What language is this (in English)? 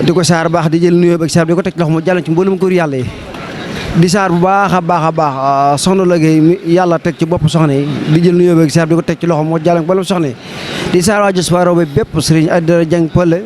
Wolof